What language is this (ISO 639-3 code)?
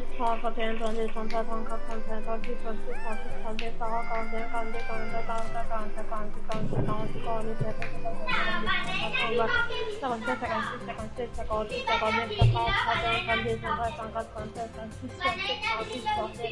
mfe